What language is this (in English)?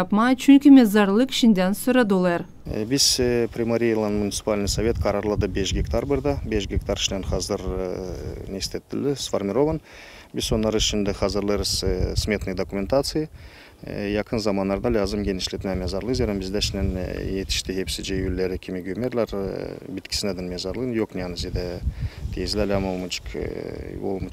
Gagauz